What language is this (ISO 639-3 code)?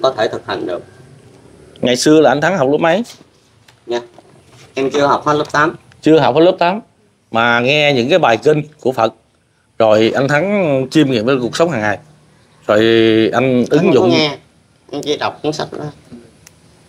vie